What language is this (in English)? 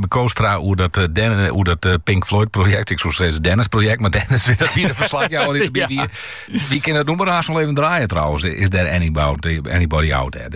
Dutch